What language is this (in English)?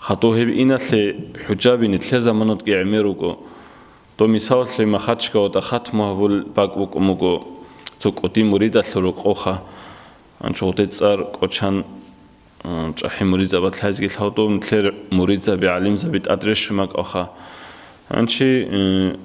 Avaric